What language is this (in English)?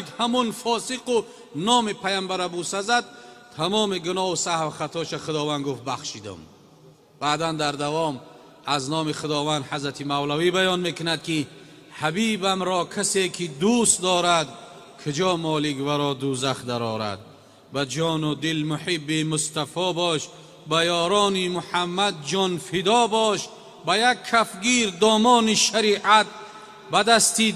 Tajik